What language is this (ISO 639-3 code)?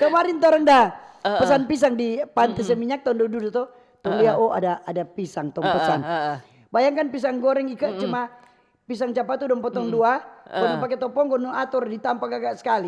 xmm